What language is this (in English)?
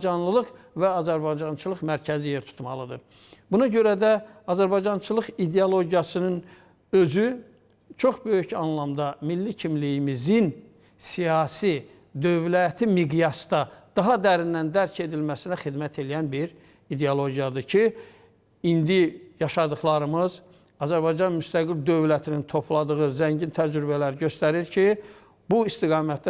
Azerbaijani